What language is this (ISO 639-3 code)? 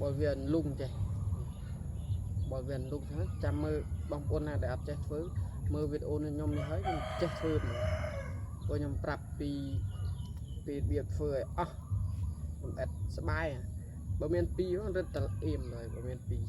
khm